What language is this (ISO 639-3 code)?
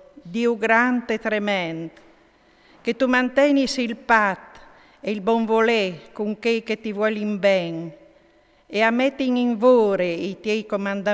fur